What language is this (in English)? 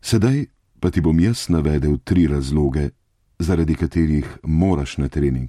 Slovenian